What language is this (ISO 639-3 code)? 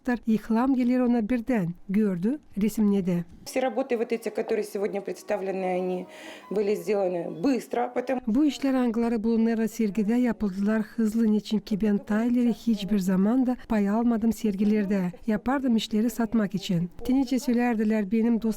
gag